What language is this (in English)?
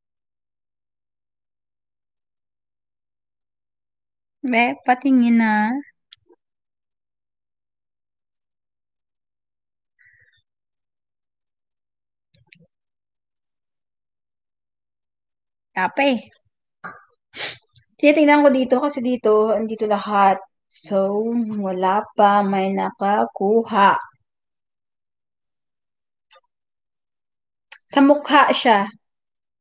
Filipino